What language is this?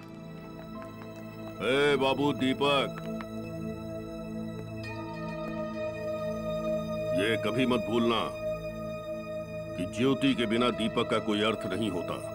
Hindi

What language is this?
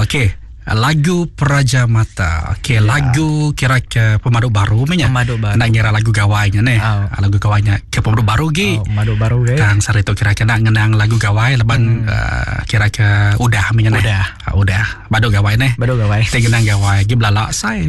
Iban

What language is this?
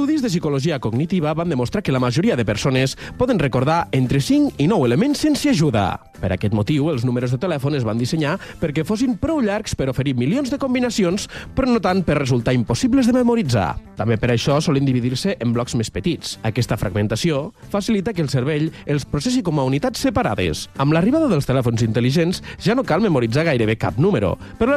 Catalan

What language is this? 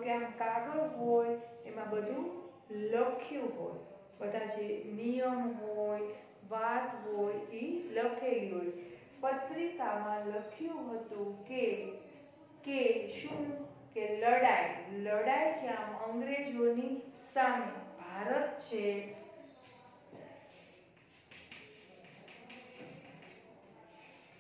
Gujarati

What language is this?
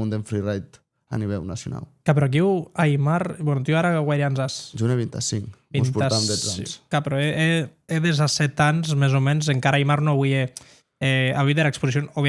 Occitan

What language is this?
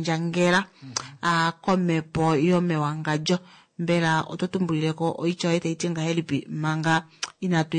Kuanyama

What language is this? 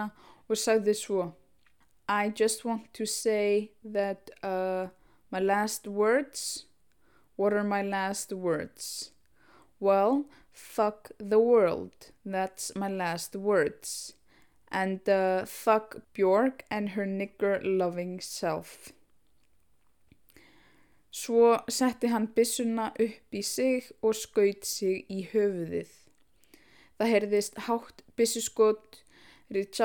Icelandic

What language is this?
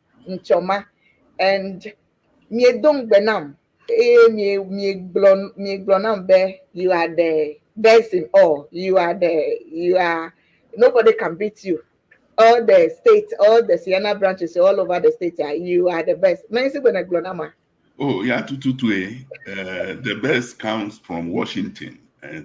Ewe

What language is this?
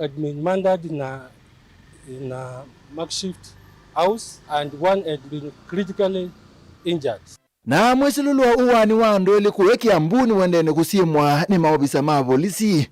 Kamba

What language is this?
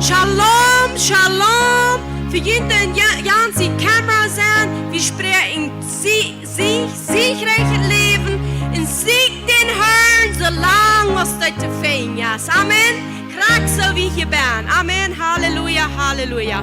Plautdietsch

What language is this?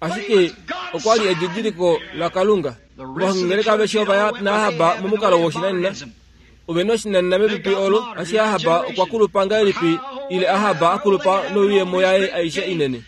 Kuanyama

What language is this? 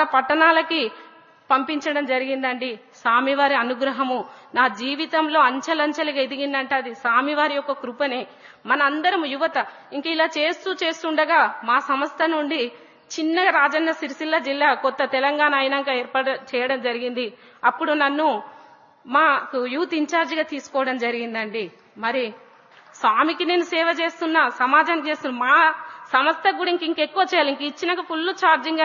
Telugu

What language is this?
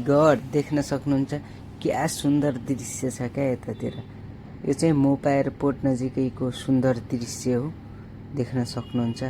Nepali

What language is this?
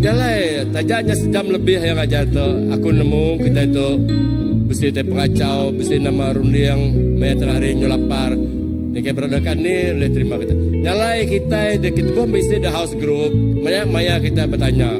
Iban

